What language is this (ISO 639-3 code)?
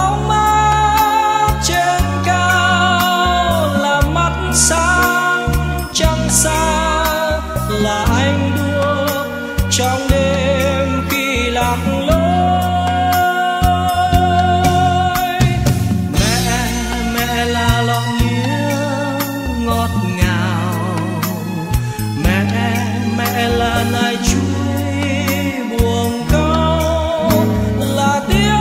vie